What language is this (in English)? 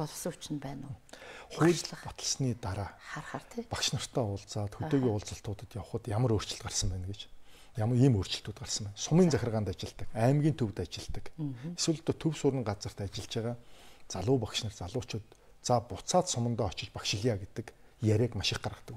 Mongolian